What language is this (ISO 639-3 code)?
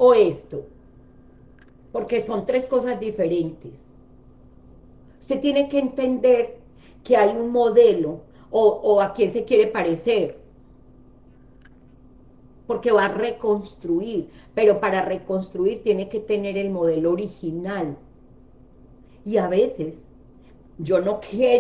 spa